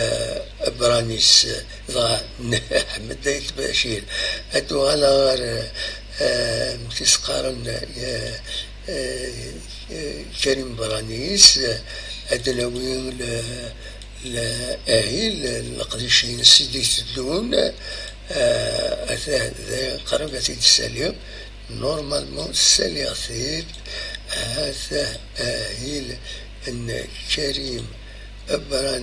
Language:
Kabyle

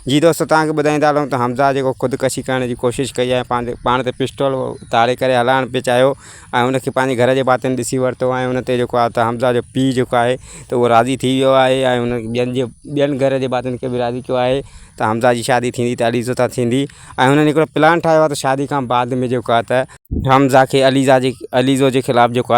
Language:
Sindhi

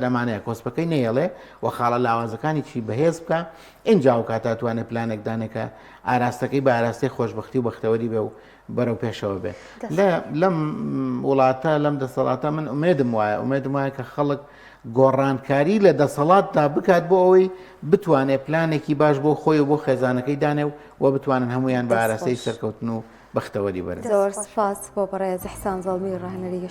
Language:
Central Kurdish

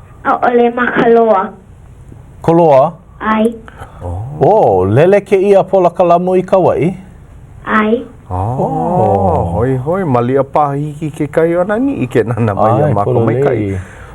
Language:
Hawaiian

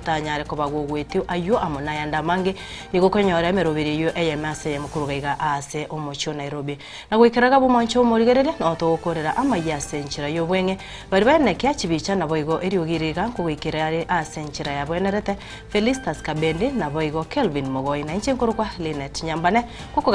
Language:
Gusii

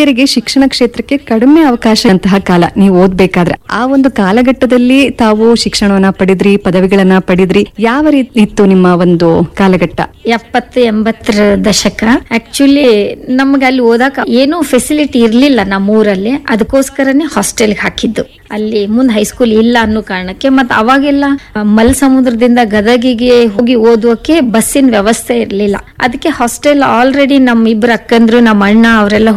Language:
Kannada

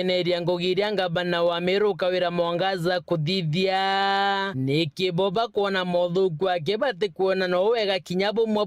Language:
Meru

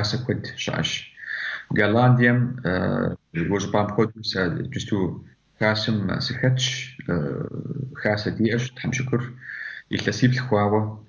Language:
Kabardian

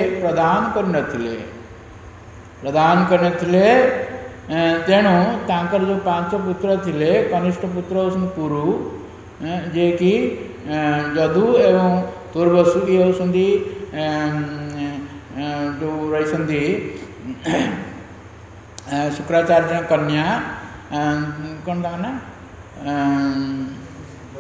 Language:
Odia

